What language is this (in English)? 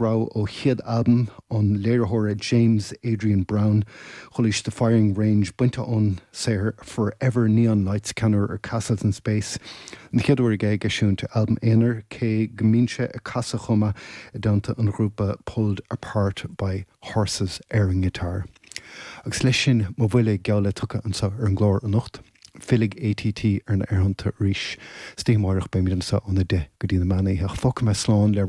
Irish